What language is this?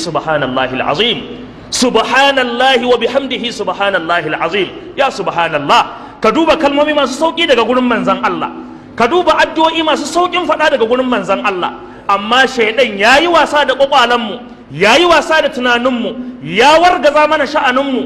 Hausa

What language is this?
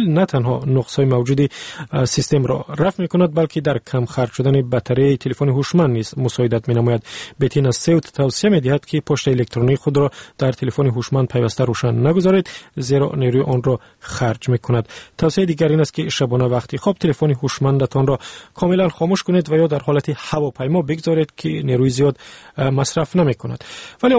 Tajik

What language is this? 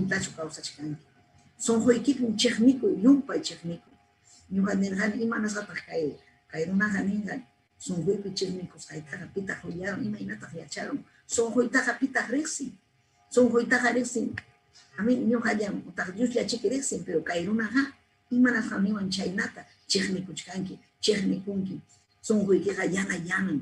Ayacucho Quechua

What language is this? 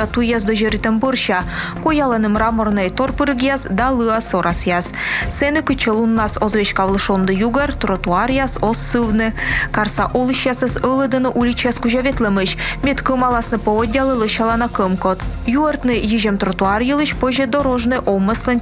Komi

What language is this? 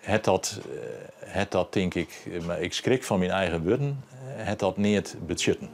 Western Frisian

